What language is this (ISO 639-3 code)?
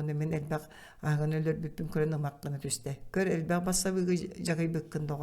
sah